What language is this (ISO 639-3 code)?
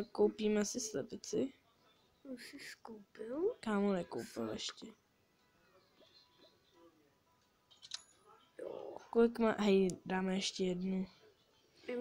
ces